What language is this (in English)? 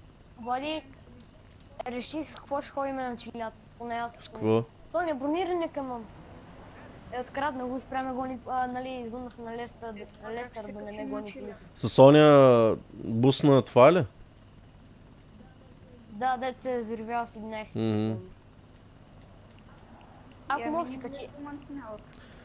Bulgarian